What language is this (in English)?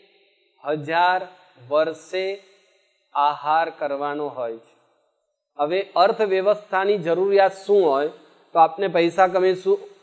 Gujarati